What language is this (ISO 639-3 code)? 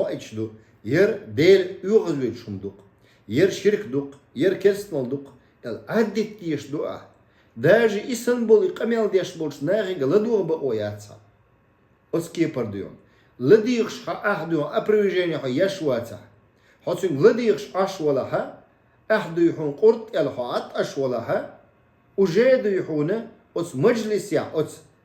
che